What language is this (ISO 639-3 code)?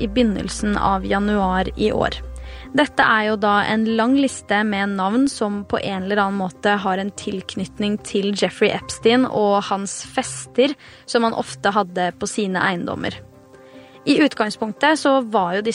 nor